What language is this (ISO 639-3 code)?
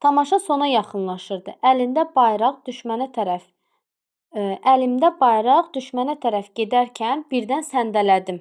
aze